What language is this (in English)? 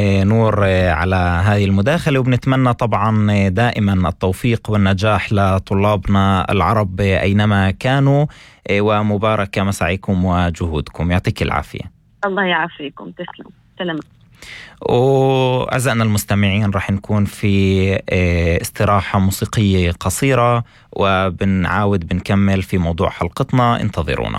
North Levantine Arabic